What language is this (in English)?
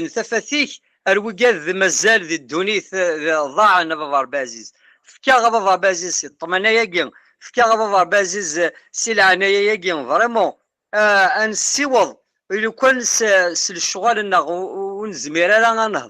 Kabyle